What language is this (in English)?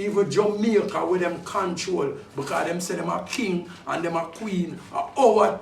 Jamaican Creole English